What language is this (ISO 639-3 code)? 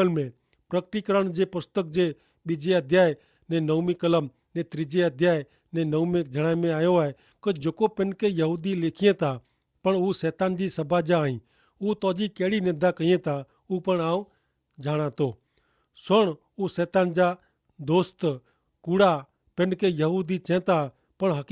kfr